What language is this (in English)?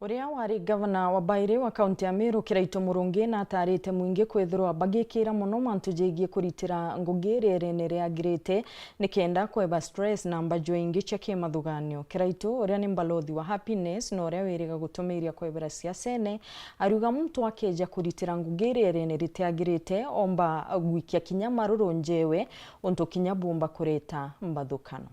Meru